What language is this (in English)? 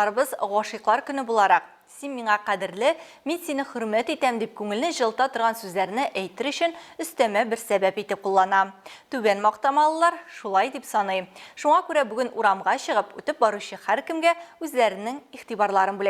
Tatar